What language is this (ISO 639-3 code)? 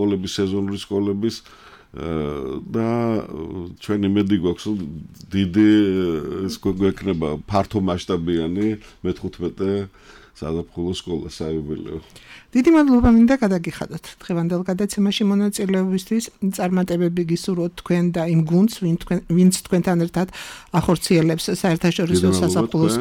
kat